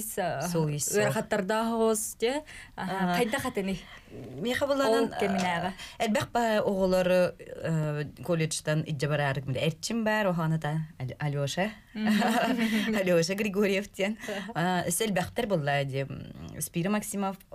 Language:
Yakut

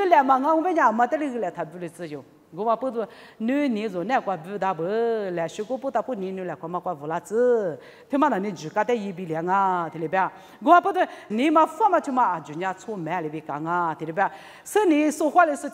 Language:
Lisu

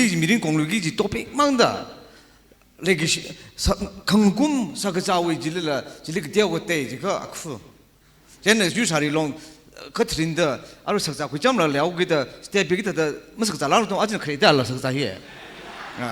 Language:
Tangkhul Naga (India)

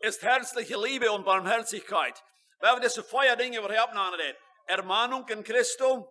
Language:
Plautdietsch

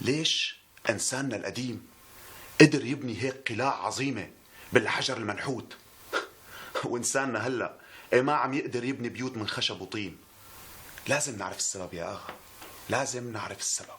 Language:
North Levantine Arabic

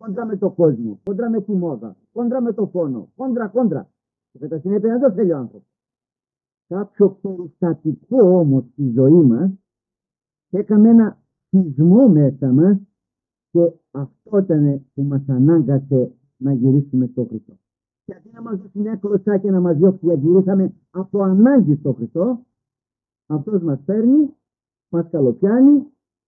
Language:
Greek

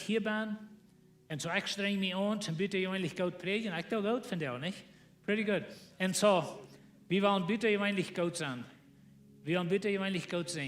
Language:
Plautdietsch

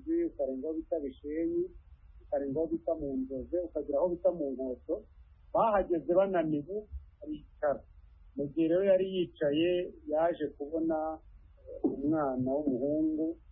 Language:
Kinyarwanda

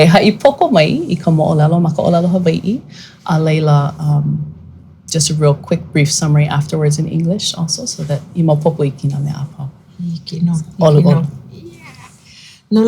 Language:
Hawaiian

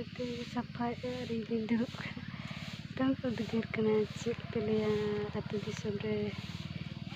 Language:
Santali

